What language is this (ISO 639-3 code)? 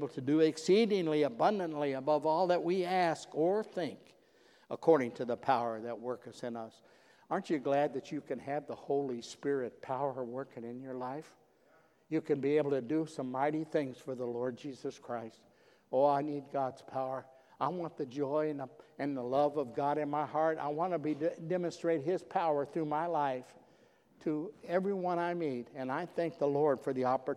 eng